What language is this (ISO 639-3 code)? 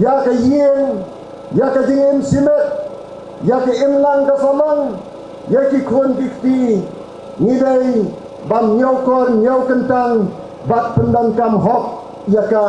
kha